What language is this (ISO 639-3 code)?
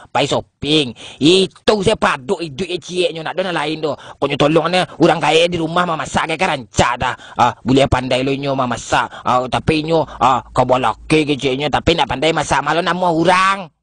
min